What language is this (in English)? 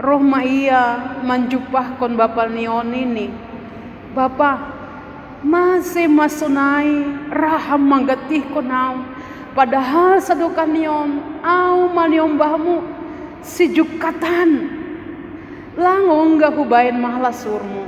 Batak Simalungun